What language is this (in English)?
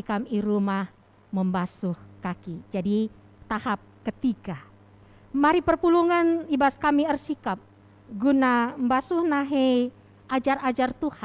Batak Karo